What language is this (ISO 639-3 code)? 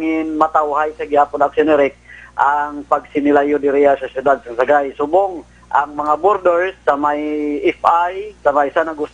hil